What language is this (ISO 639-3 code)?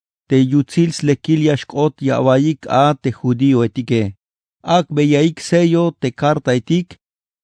tzh